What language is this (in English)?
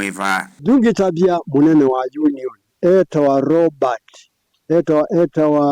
Kamba